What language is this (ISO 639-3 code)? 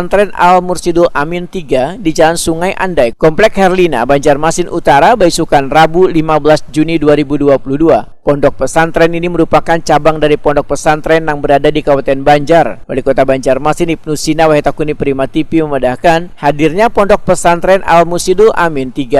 bjn